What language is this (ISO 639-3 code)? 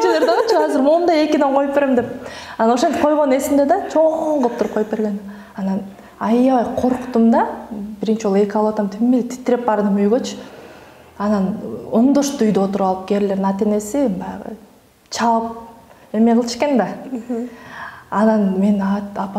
kir